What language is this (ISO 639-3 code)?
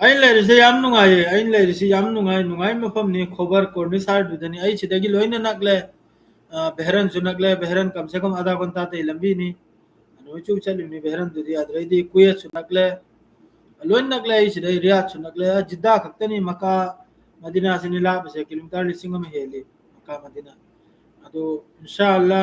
mni